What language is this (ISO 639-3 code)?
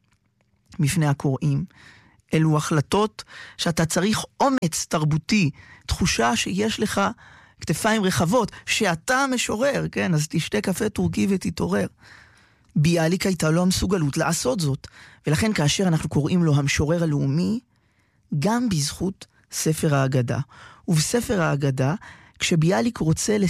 heb